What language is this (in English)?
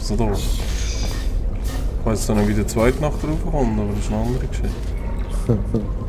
Swiss German